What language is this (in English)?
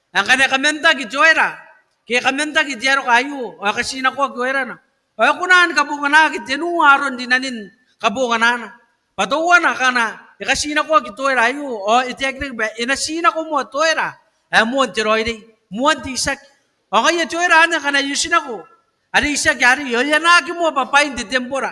Gilbertese